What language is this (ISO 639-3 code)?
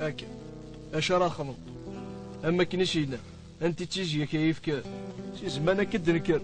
kab